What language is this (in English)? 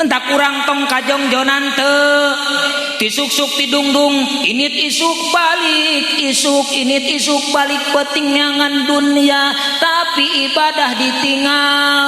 Sundanese